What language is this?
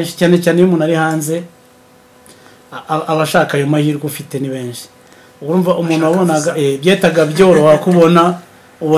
Kinyarwanda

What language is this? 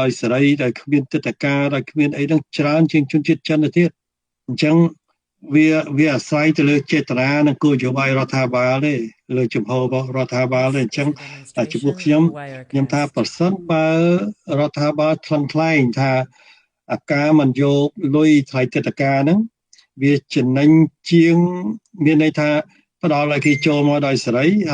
Khmer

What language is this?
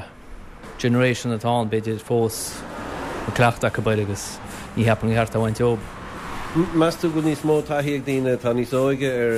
Irish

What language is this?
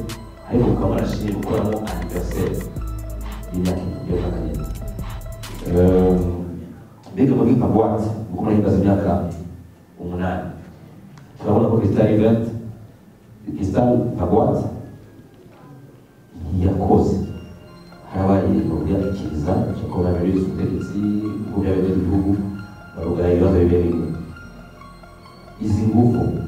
Kinyarwanda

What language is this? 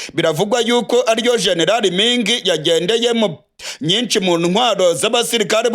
Rundi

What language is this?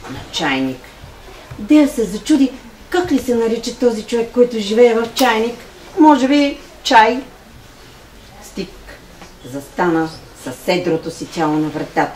Bulgarian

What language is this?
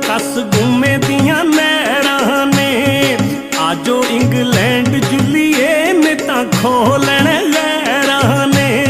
Pahari-Potwari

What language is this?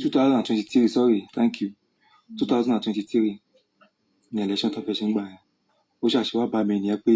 Yoruba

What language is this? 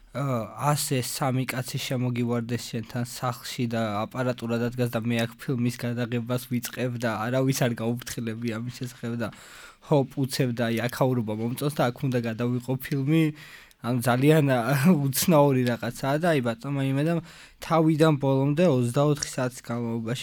Georgian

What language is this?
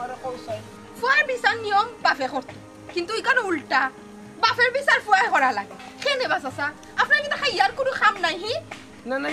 Sylheti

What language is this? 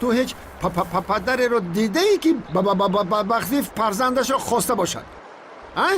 Tajik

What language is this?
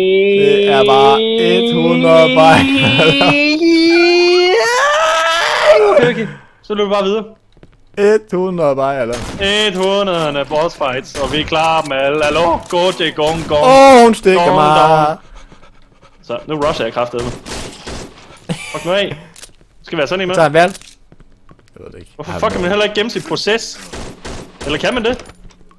Danish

